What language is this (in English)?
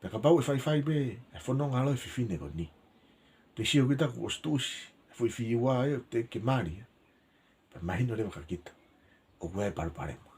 Tongan